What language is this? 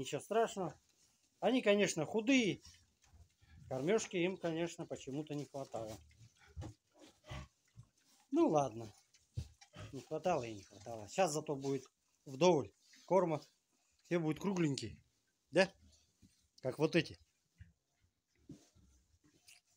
Russian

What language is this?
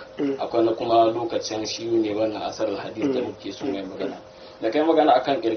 Hausa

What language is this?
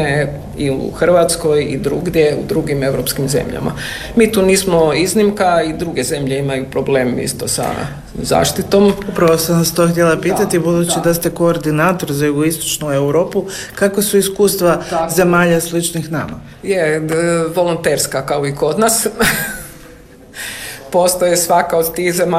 Croatian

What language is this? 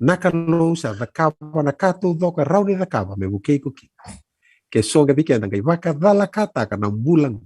Fijian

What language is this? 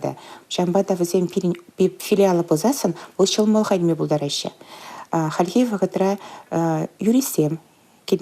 Chuvash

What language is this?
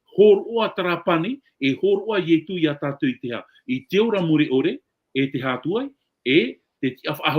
Tahitian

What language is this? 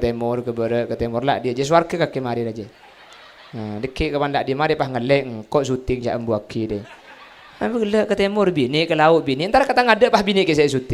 Madurese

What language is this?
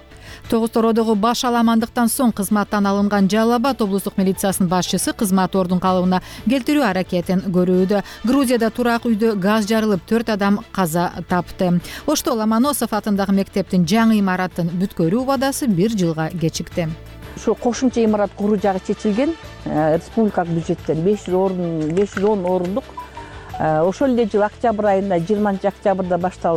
Kyrgyz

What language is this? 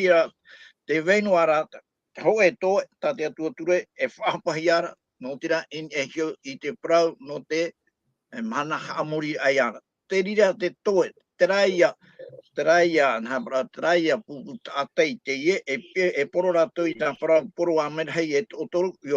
Tahitian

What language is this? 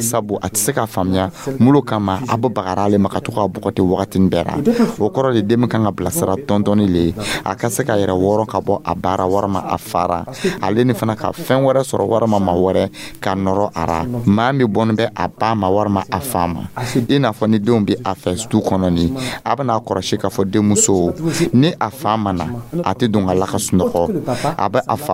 Dyula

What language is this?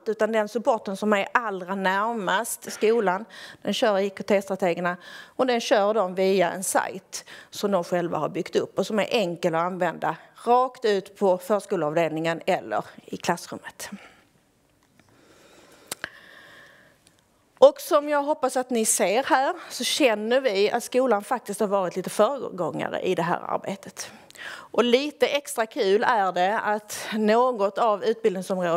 Swedish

